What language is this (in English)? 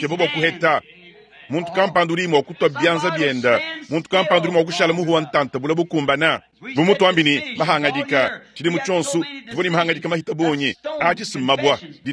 Luba-Lulua